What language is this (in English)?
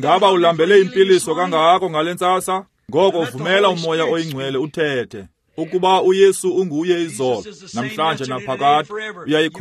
Xhosa